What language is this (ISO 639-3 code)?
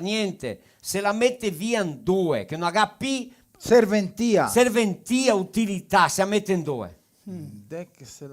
vec